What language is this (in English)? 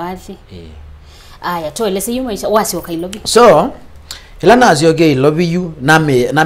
Kamba